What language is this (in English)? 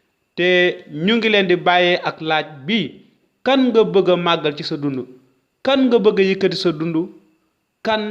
Wolof